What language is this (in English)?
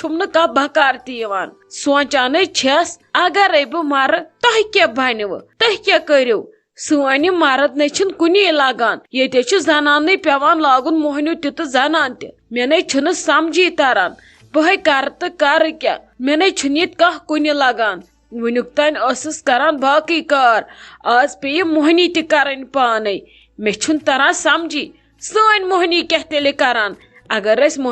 Kashmiri